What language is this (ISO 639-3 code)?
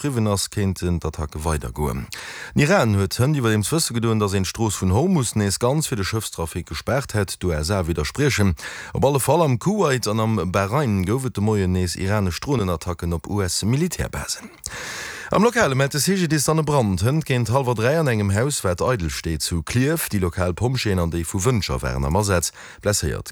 ltz